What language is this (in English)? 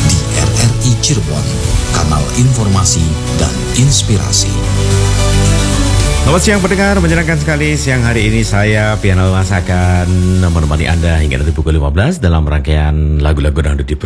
Indonesian